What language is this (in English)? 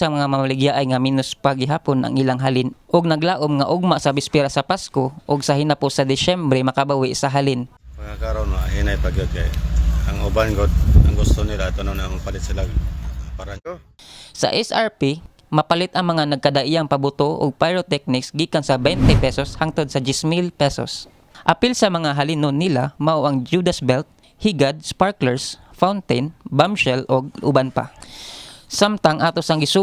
Cebuano